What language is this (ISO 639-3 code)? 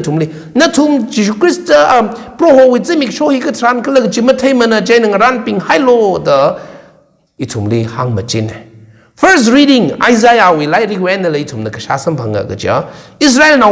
nmf